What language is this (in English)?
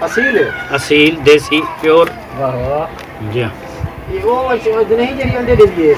Saraiki